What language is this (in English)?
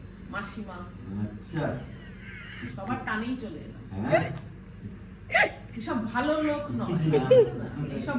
Bangla